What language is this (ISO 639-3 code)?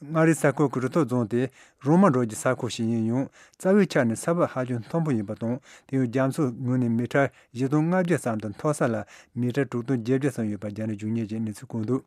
bod